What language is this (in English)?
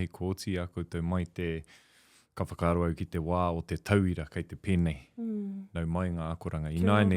Māori